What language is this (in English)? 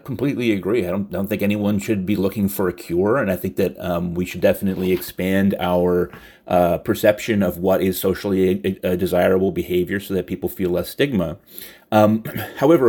English